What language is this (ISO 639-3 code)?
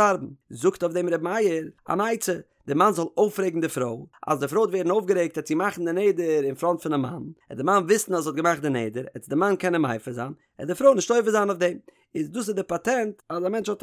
yid